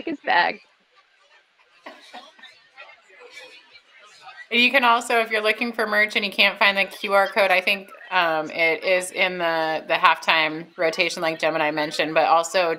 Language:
English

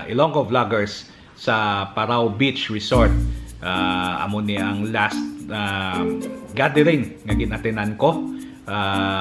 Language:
Hiligaynon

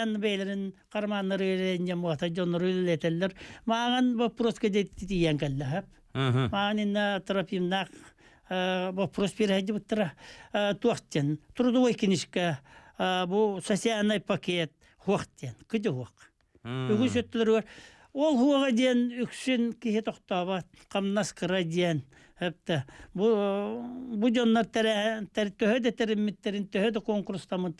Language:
Yakut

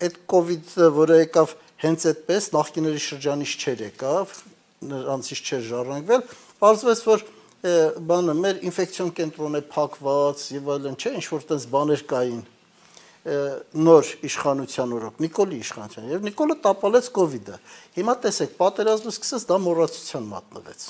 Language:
Armenian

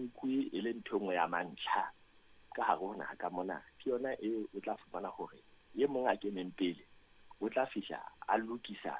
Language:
Southern Sotho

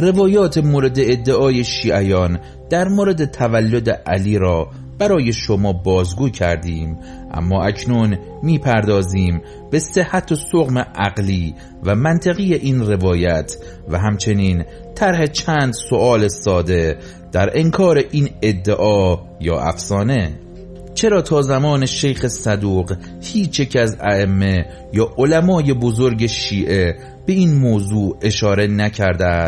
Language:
Persian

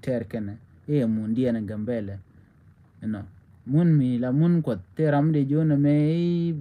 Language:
Nuer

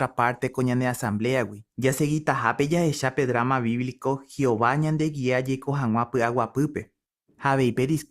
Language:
Guarani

